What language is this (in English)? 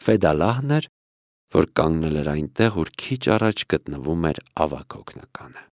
Armenian